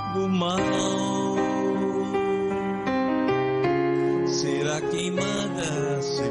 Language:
Portuguese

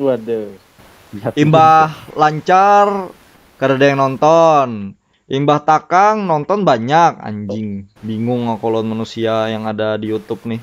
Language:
Banjar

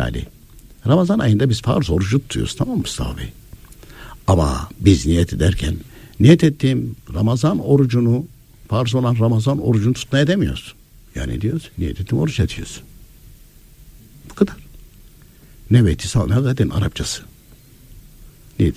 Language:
Turkish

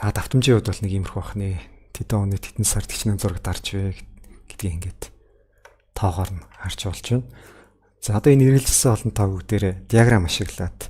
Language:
Mongolian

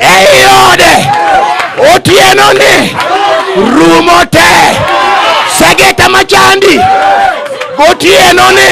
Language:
Luo (Kenya and Tanzania)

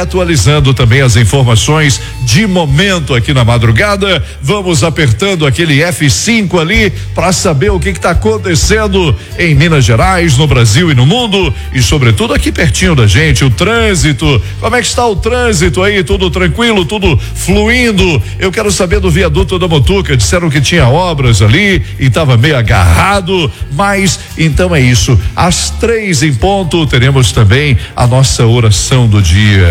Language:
Portuguese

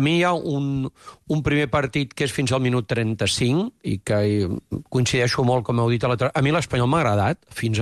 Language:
Catalan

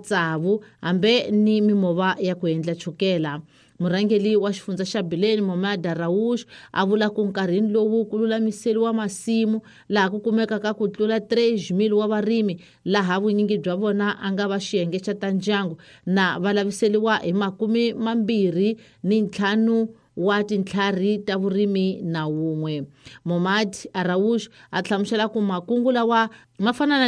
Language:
Tsonga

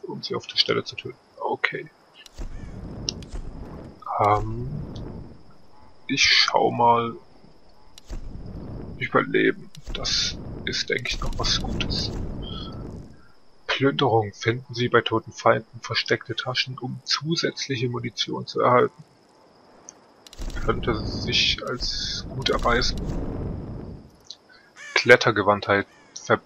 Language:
German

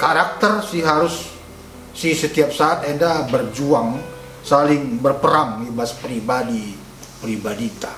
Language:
Batak Karo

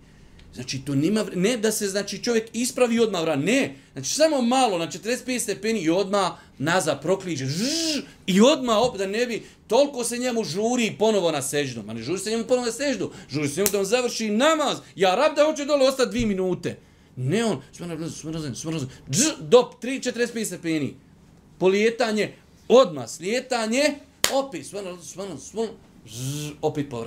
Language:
Bosnian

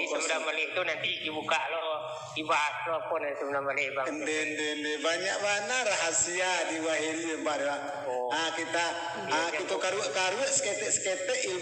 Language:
Minangkabau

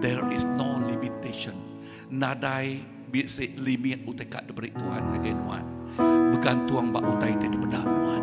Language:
Iban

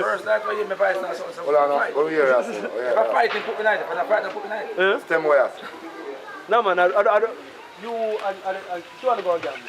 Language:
Jamaican Creole English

